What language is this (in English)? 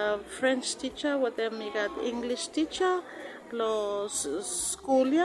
Bislama